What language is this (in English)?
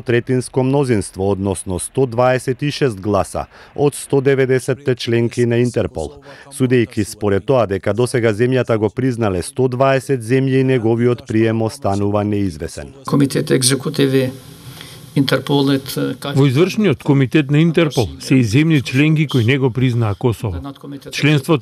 Macedonian